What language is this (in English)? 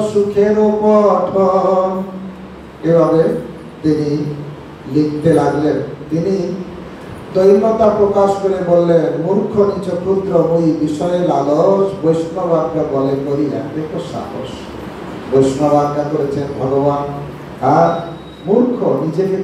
Bangla